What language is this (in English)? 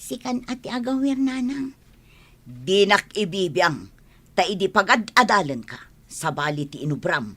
Iloko